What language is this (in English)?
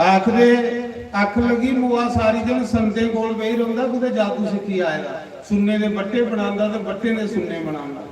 Dogri